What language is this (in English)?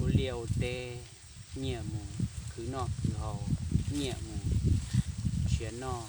Hmong